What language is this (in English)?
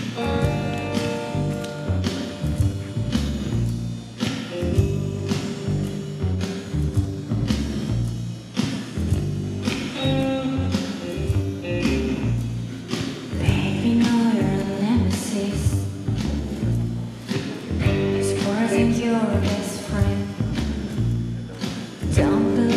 English